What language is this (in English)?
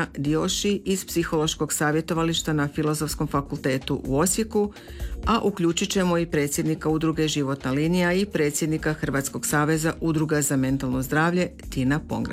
Croatian